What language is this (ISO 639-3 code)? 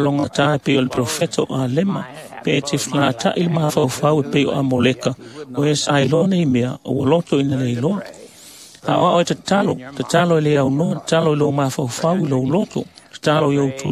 smo